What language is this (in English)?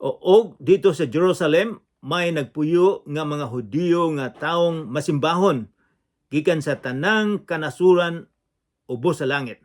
Cebuano